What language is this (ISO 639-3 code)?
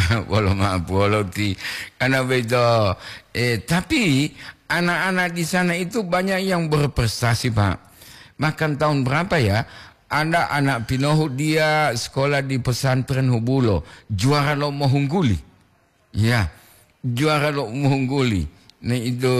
gor